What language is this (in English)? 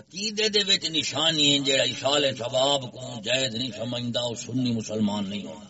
Saraiki